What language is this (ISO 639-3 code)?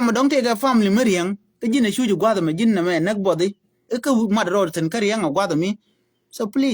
nus